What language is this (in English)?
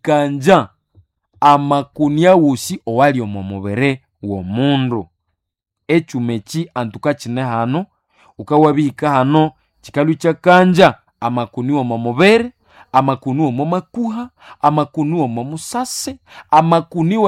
Nande